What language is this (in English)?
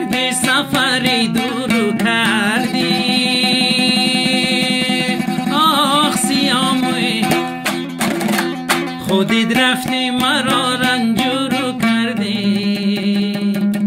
Persian